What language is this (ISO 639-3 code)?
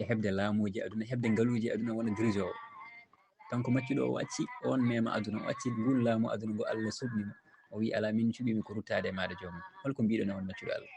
ful